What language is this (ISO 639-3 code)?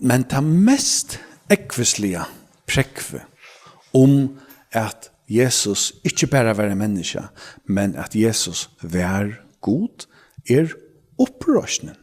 fao